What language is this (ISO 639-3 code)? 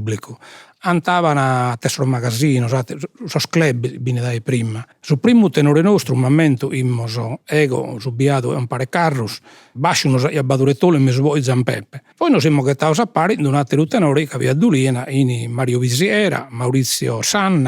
srd